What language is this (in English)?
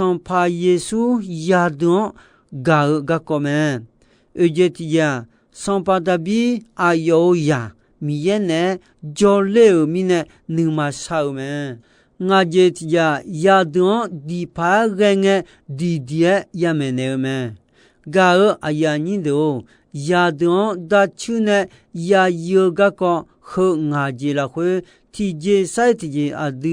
Akha